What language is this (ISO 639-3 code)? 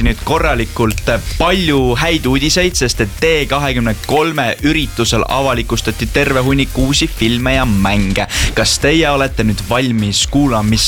est